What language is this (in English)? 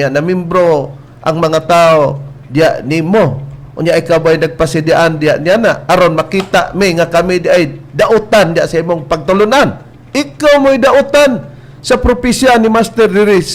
Cebuano